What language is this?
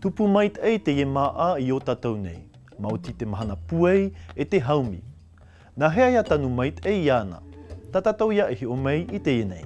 Tahitian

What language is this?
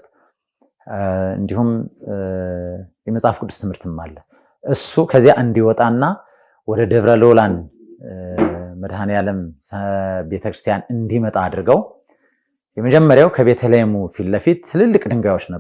Amharic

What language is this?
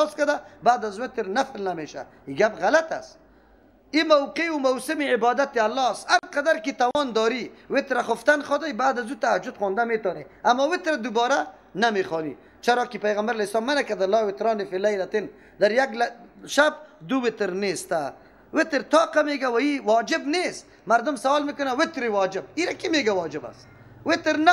Persian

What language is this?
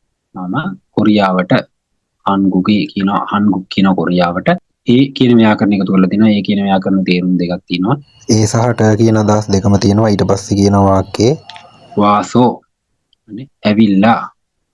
Sinhala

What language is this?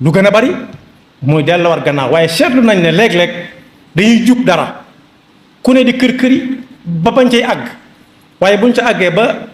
Wolof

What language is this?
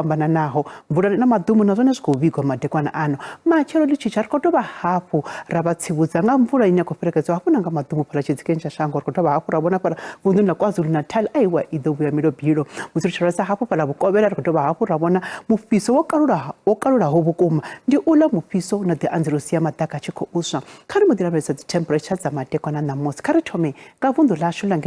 Venda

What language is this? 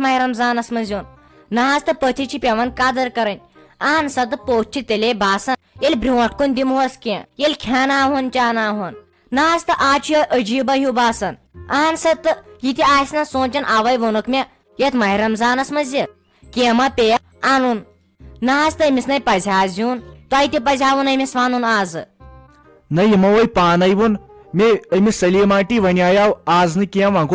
Kashmiri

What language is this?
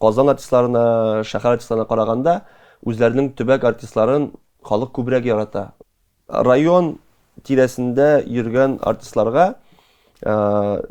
Tatar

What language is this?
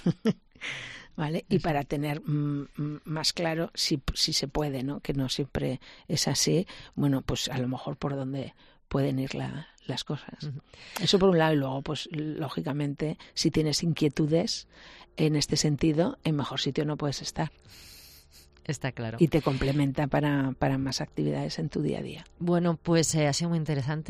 Spanish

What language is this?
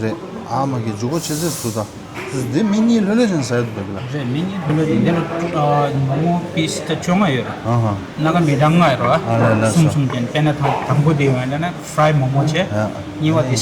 Tibetan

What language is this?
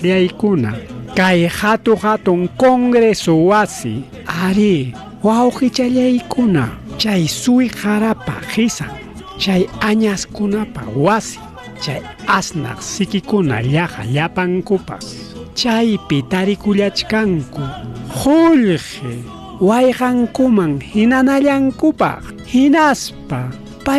Ayacucho Quechua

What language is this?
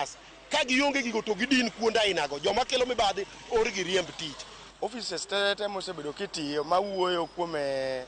Luo (Kenya and Tanzania)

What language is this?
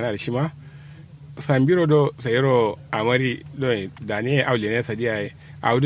Kanuri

